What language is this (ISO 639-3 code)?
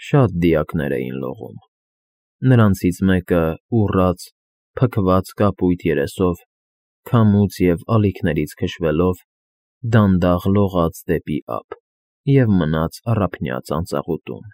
hye